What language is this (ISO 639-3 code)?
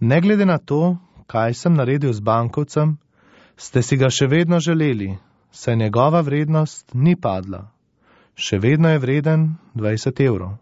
slv